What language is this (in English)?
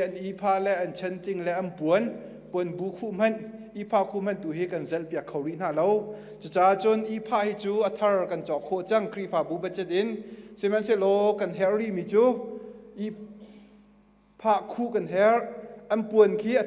Hakha Chin